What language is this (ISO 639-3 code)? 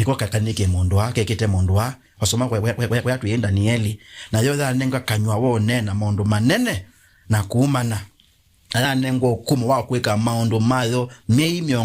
kam